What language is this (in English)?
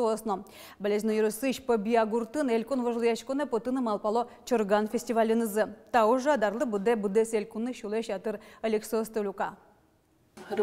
Udmurt